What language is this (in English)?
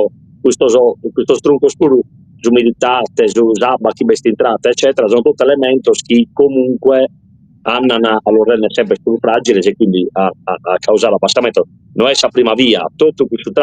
Sardinian